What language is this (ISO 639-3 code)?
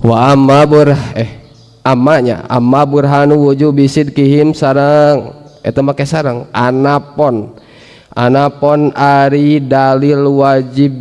sun